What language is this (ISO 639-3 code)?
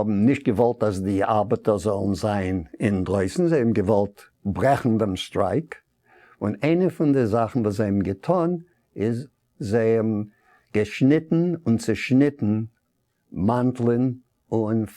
yid